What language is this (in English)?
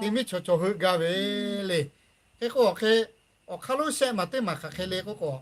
Lahu